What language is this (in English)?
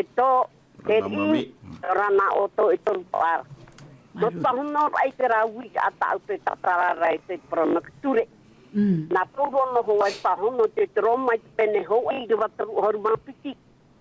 Tahitian